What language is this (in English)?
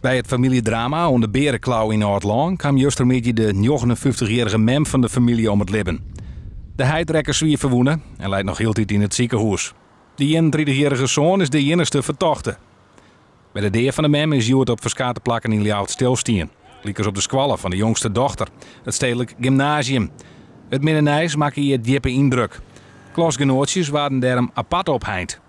Western Frisian